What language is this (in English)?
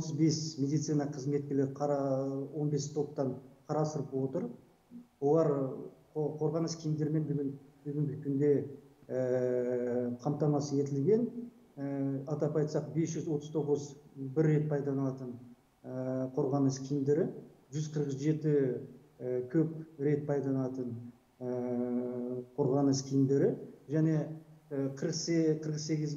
Kazakh